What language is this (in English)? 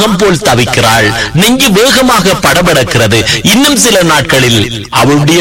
Tamil